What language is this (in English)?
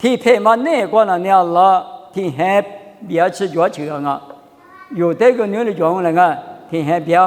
Lisu